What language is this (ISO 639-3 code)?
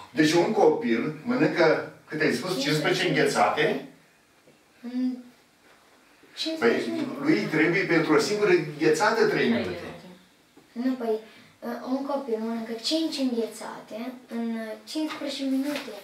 ron